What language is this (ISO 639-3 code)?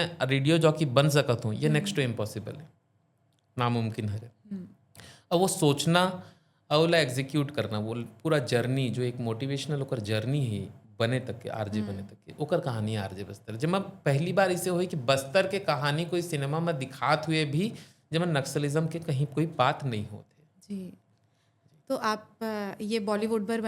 hne